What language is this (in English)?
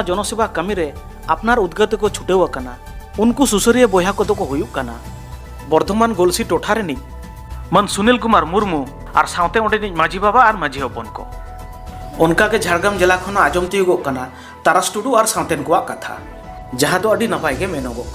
Santali